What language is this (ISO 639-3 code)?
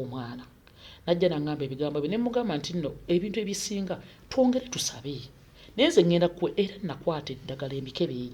lug